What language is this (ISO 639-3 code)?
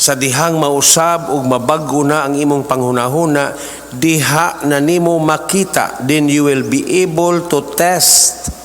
ceb